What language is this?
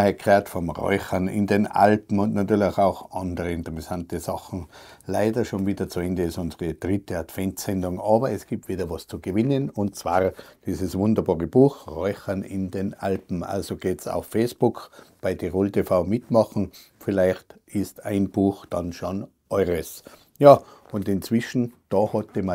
Bavarian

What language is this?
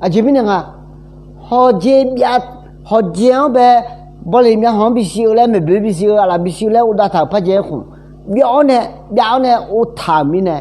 Akha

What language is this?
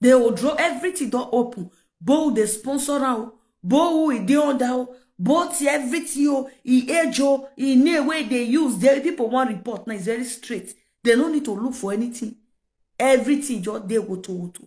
Nigerian Pidgin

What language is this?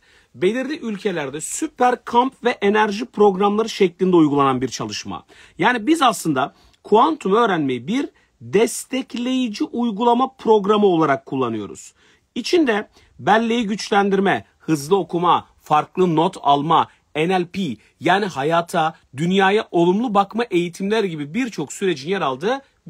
Turkish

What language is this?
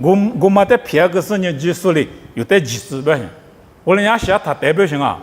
Lisu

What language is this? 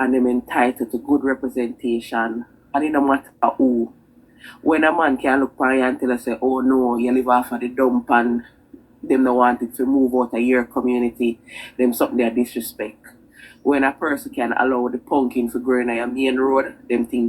Jamaican Creole English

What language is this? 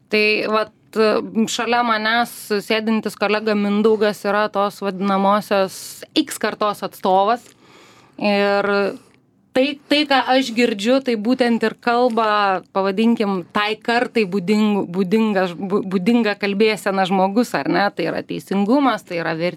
Lithuanian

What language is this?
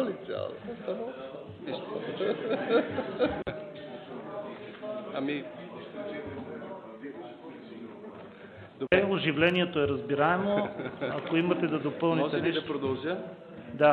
Bulgarian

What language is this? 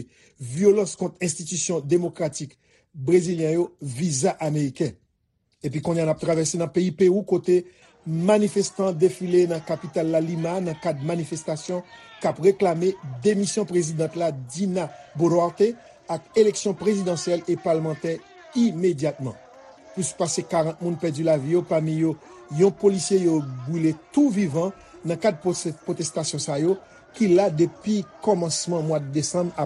Haitian Creole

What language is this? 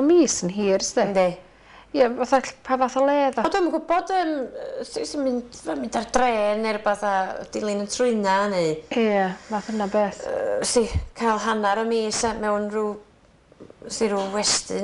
Welsh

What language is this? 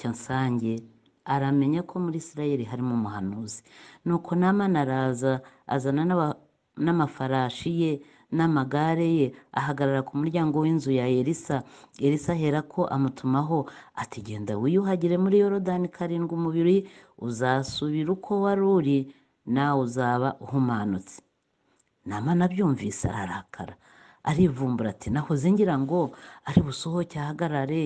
Kinyarwanda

